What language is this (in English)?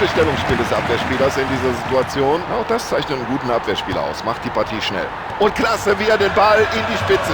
Bavarian